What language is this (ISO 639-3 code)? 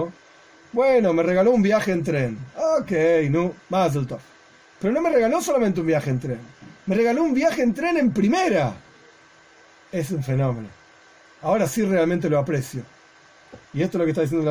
spa